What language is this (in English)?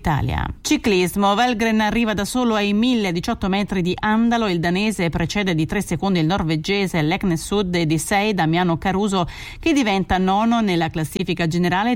Italian